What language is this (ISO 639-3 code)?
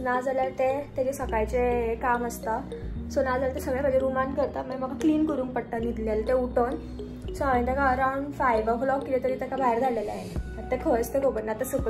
kok